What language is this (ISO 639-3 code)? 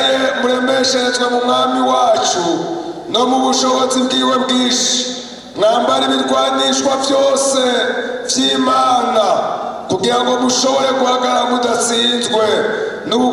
run